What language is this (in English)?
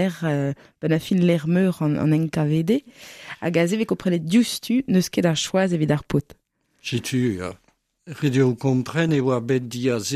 Breton